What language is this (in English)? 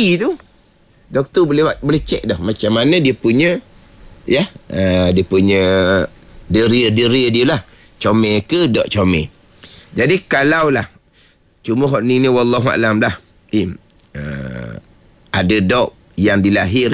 Malay